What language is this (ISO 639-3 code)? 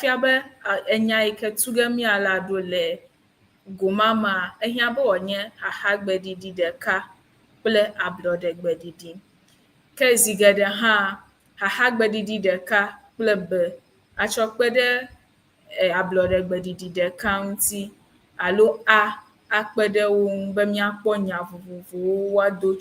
ewe